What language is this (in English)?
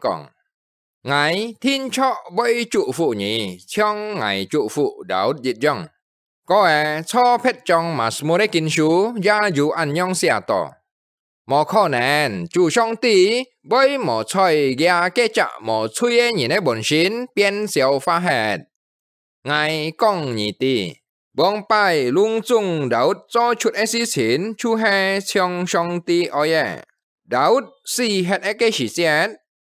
Hakka Chinese